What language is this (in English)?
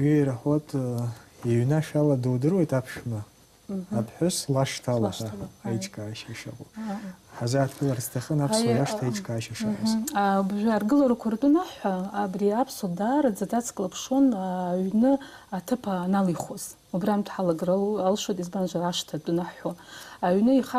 Abkhazian